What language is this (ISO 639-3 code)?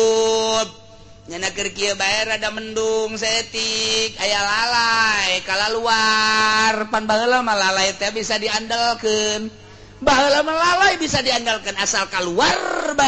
sun